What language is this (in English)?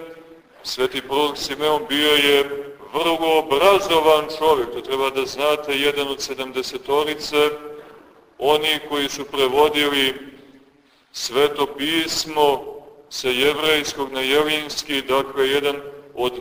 Serbian